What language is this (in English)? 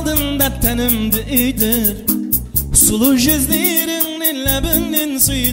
Kara-Kalpak